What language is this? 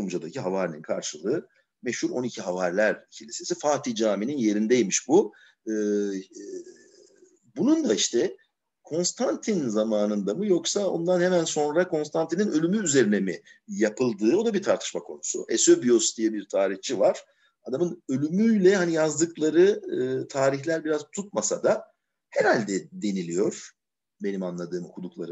Turkish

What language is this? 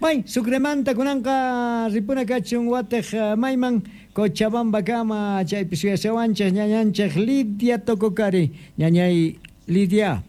South Bolivian Quechua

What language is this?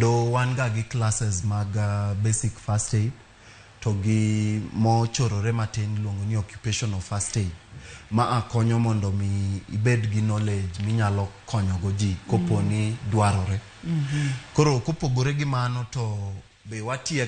Luo (Kenya and Tanzania)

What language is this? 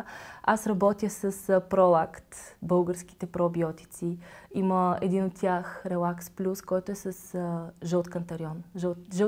Bulgarian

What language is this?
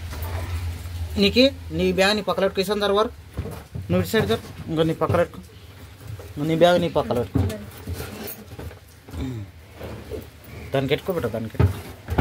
Telugu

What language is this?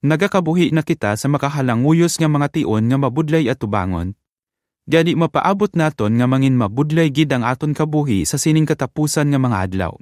Hiligaynon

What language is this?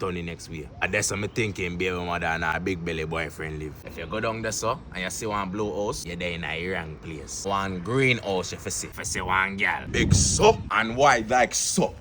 Jamaican Creole English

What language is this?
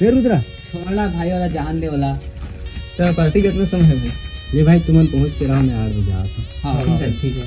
Chhattisgarhi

